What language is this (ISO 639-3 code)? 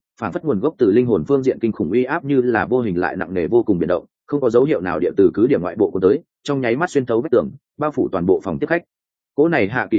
vie